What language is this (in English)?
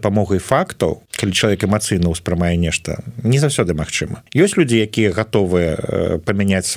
Belarusian